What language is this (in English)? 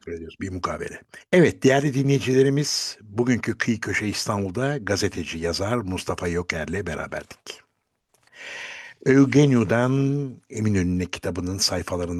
Turkish